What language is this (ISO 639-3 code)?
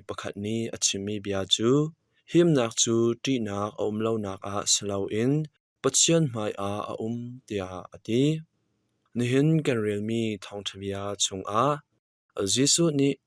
cnh